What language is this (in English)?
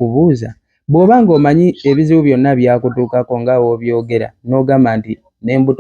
Ganda